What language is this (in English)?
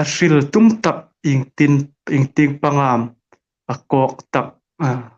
Hmar